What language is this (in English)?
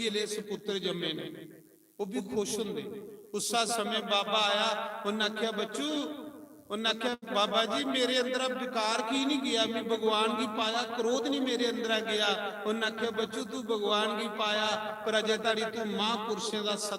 Dogri